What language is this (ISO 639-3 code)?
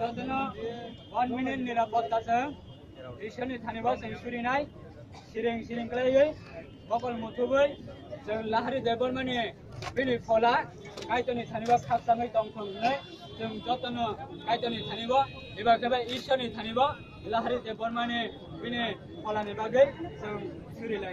trp